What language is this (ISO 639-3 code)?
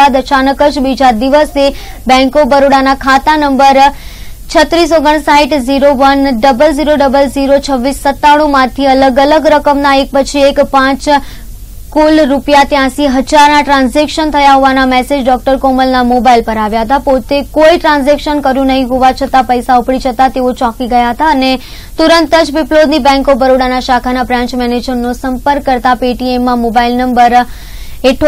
guj